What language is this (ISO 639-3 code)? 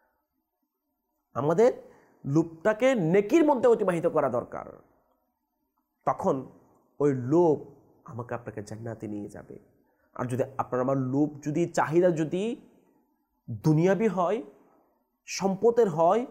ben